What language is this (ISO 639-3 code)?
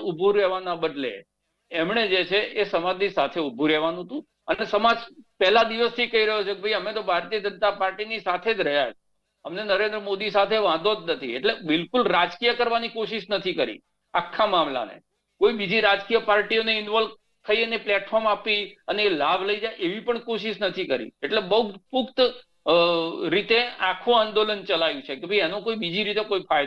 guj